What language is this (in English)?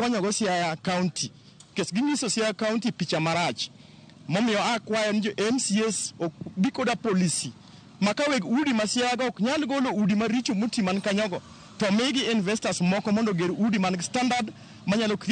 Luo (Kenya and Tanzania)